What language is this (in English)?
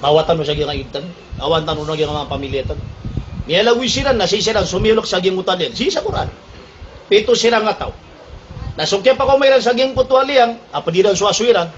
Maranao